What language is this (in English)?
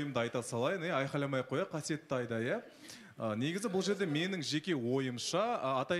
Kazakh